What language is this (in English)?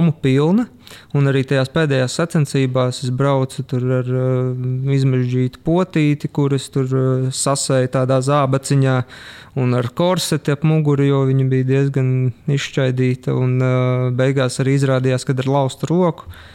Latvian